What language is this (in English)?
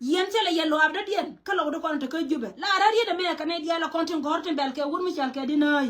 Nuer